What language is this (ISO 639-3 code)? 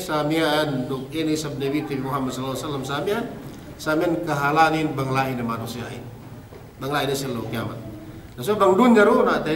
yka